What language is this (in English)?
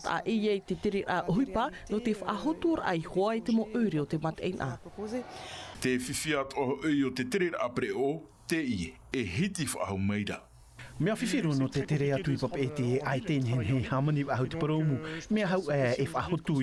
Tahitian